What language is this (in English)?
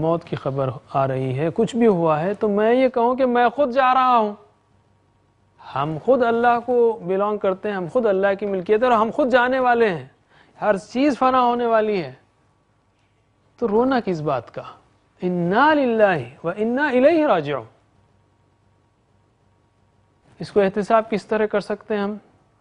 Urdu